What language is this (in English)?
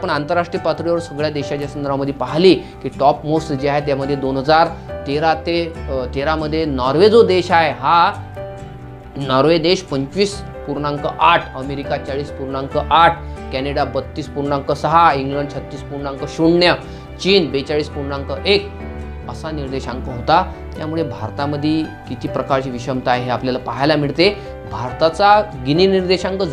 Marathi